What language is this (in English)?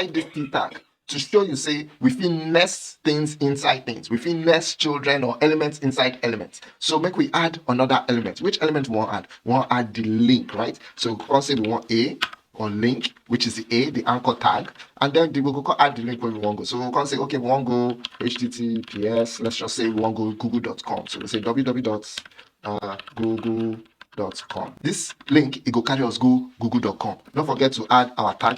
Nigerian Pidgin